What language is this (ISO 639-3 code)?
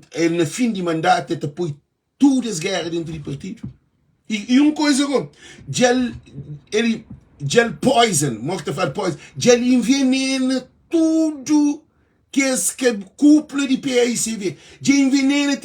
kea